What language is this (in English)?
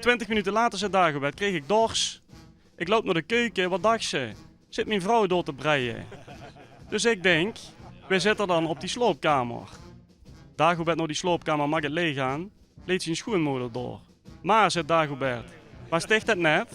Limburgish